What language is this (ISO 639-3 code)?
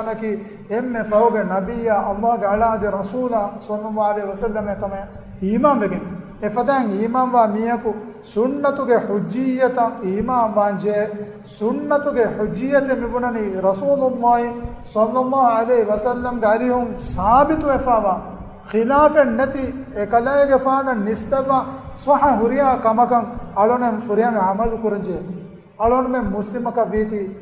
div